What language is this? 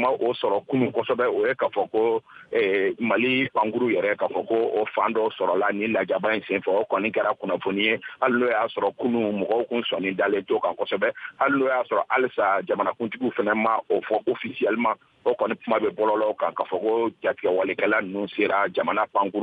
Bambara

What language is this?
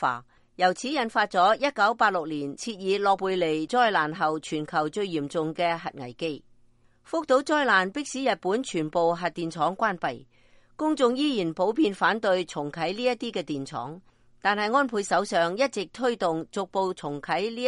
Cantonese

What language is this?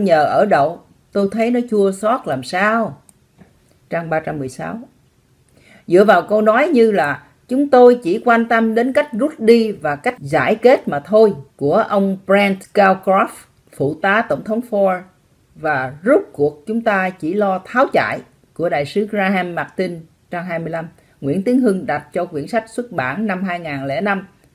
Vietnamese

